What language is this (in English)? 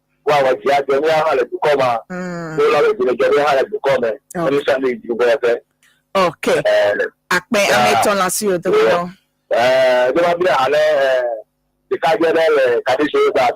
Ewe